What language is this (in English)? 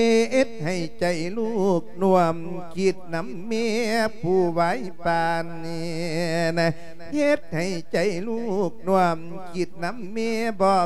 Lao